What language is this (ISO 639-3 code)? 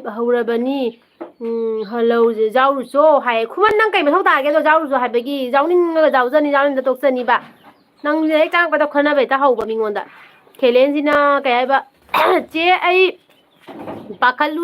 mni